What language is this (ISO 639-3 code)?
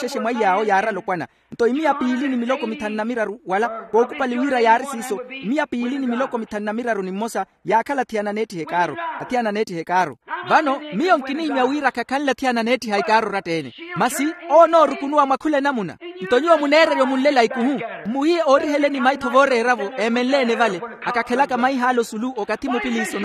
vmw